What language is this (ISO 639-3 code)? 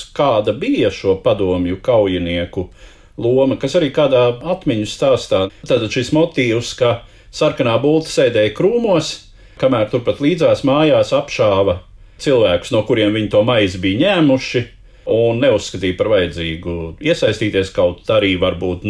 lav